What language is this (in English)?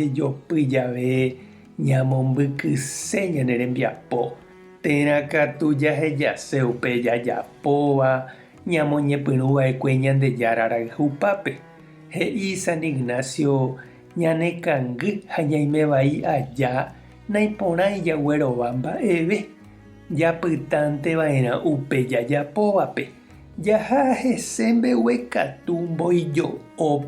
Guarani